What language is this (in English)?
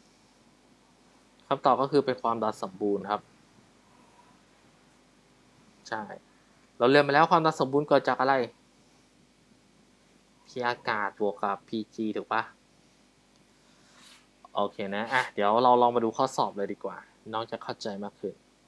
Thai